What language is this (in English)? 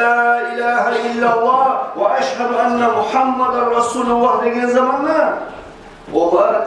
Kumyk